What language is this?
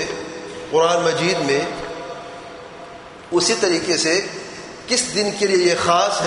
Urdu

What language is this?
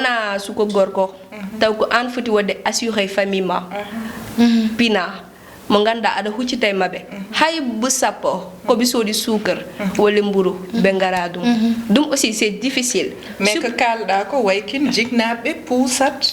Fula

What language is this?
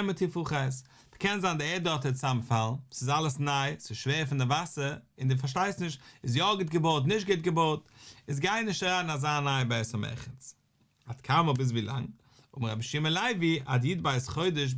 Yiddish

